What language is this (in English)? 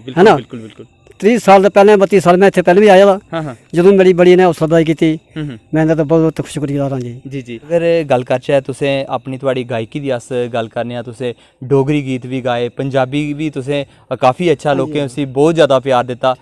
Dogri